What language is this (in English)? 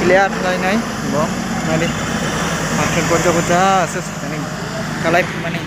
Kok Borok